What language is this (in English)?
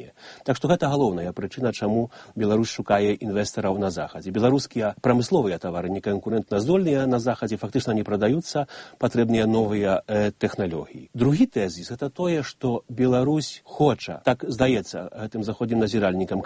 Belarusian